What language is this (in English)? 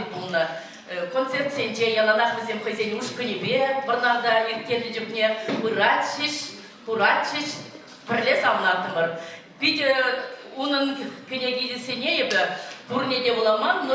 Chuvash